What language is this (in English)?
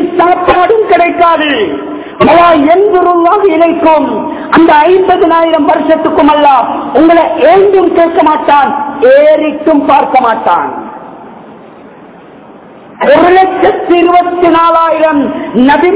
Tamil